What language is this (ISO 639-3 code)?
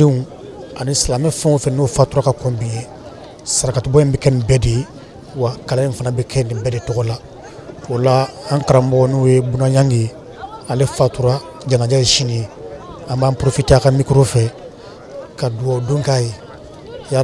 bam